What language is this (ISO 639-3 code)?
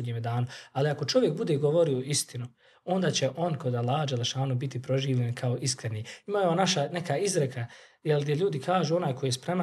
bos